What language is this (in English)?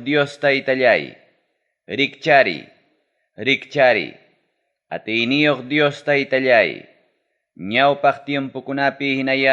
Ayacucho Quechua